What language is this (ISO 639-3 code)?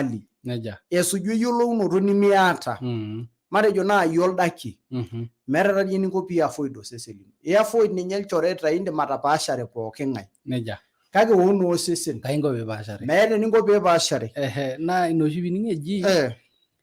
mas